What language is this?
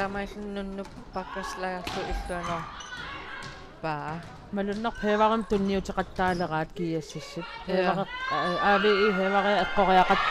Kalaallisut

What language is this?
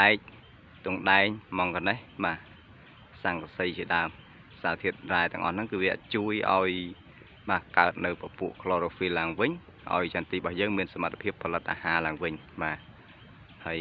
Khmer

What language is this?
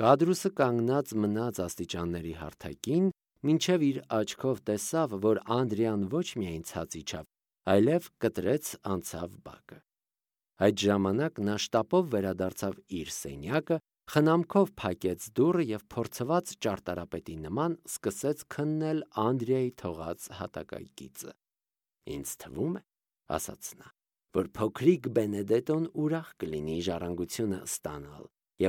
Armenian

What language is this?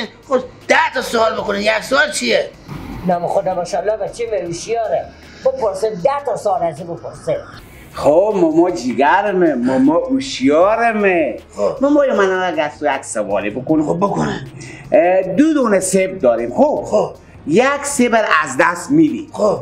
Persian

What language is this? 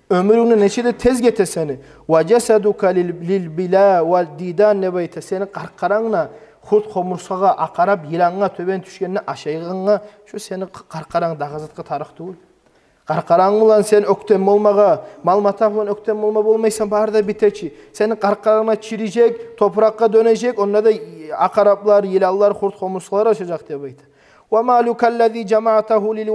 Kumyk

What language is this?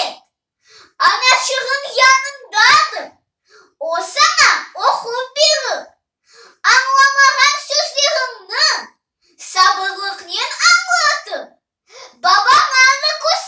Crimean Tatar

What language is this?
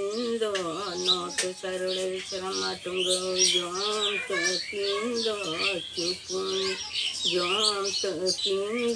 Santali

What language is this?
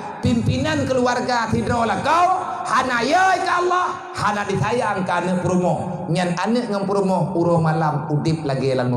Achinese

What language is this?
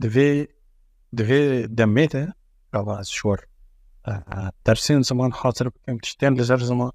Kurdish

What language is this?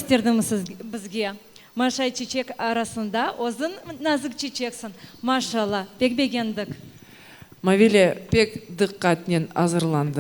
Crimean Tatar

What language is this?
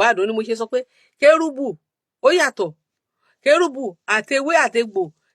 Yoruba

